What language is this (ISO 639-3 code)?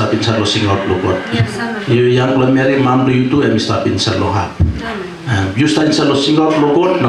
tpi